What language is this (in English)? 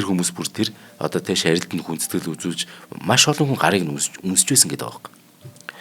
Mongolian